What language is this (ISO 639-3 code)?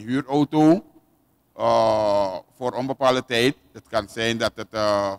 nld